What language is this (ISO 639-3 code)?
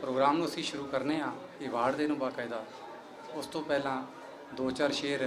lah